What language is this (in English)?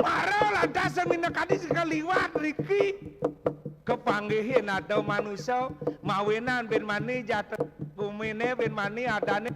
Balinese